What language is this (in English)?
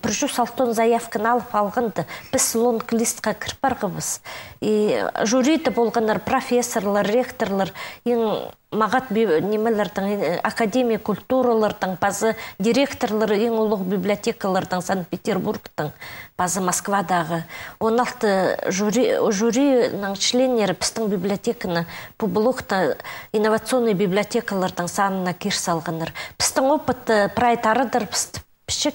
Khakas